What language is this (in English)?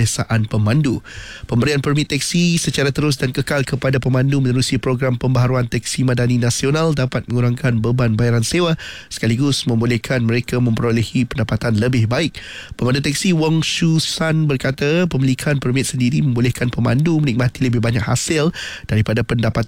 Malay